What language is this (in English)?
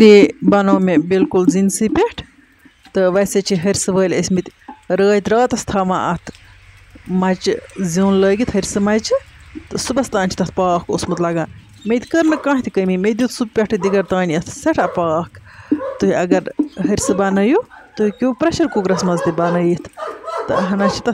Kashmiri